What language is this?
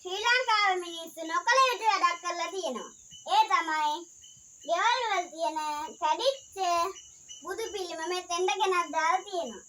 Sinhala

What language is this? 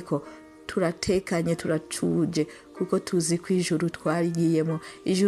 Rundi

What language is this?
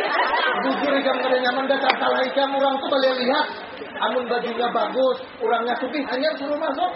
Banjar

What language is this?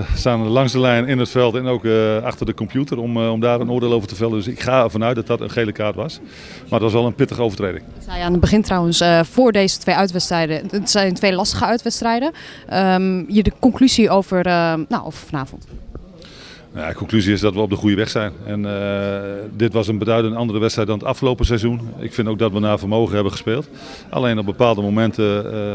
Dutch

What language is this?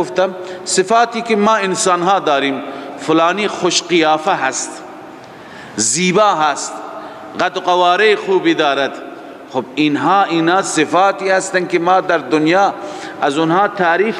Persian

